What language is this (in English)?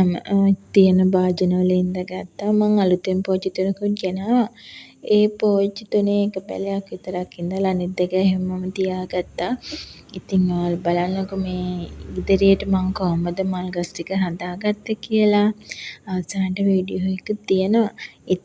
Sinhala